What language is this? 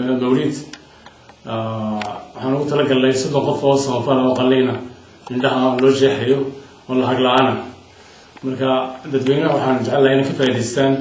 Somali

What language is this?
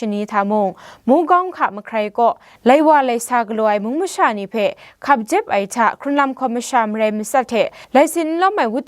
Kachin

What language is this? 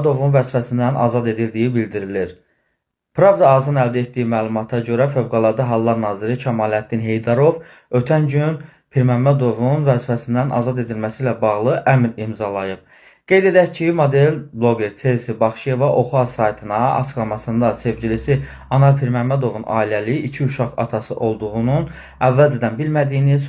Azerbaijani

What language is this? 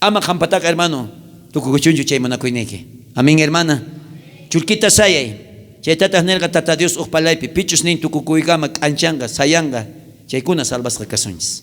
South Bolivian Quechua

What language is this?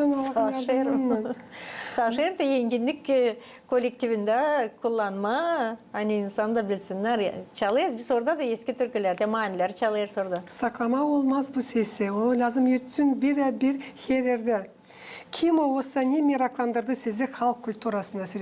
Gagauz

